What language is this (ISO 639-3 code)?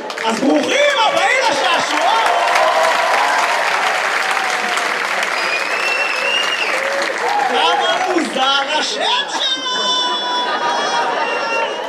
heb